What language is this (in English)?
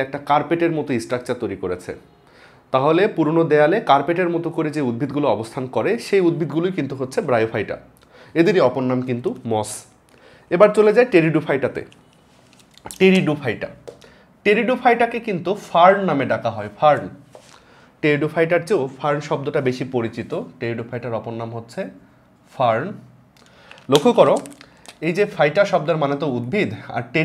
Bangla